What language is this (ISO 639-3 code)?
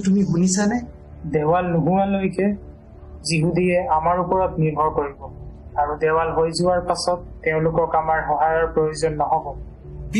asm